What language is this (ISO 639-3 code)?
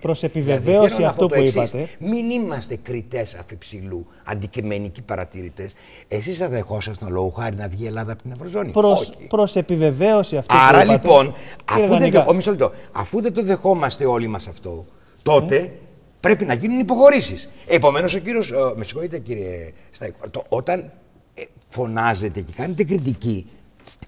ell